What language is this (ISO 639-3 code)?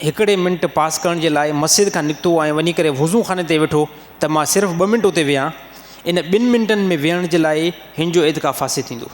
snd